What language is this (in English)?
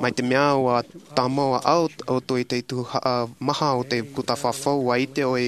Tahitian